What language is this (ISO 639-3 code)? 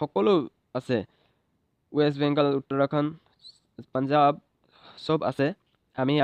asm